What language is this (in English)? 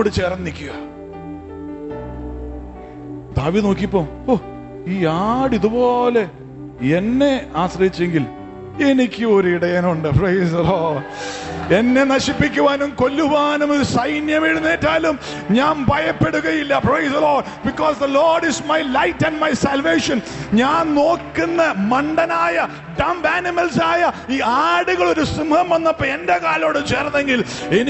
Malayalam